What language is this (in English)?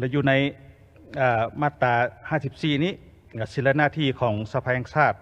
Lao